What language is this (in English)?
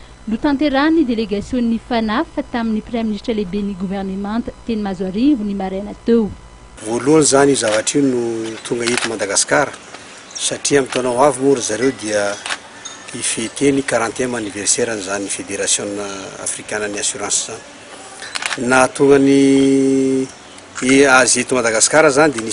Malagasy